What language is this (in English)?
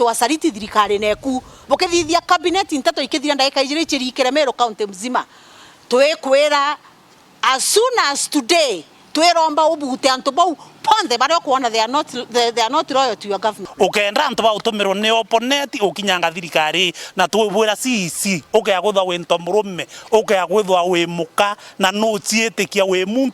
Meru